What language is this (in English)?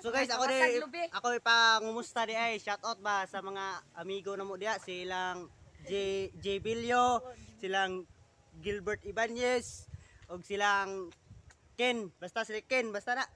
Cebuano